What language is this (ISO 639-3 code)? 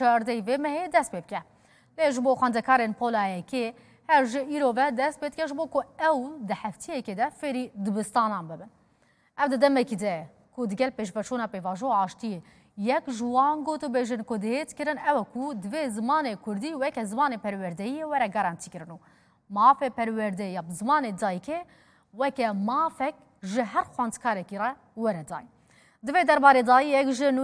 kur